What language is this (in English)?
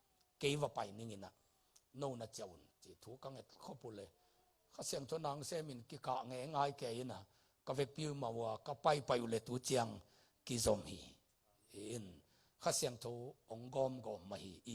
Tedim Chin